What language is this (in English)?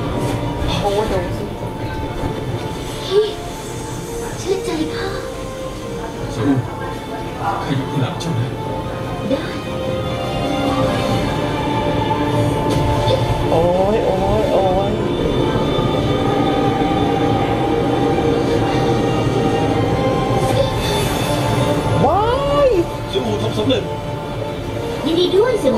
Thai